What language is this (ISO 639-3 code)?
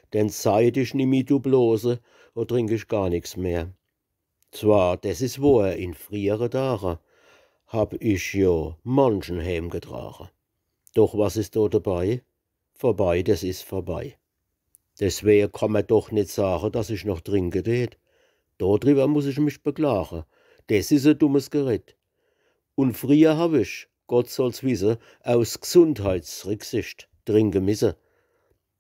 pfl